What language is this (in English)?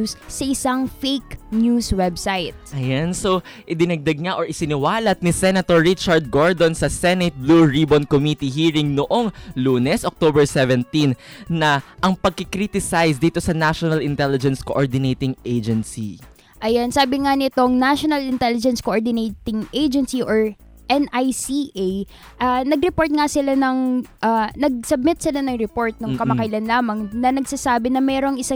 Filipino